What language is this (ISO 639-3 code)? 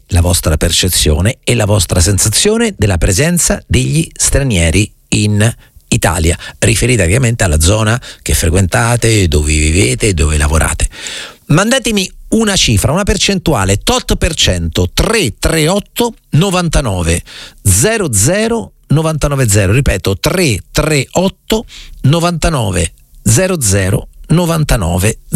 ita